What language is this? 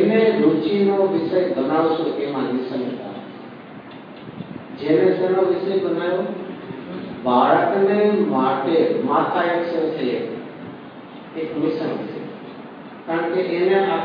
Gujarati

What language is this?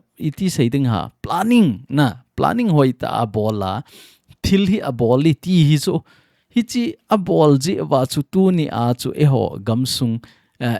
Thado Chin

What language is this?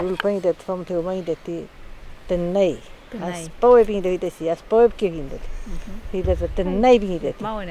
Mapuche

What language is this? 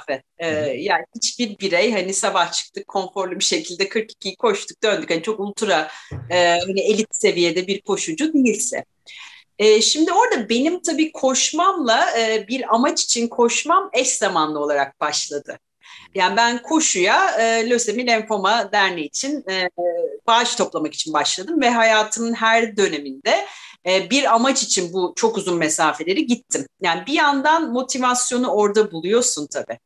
Turkish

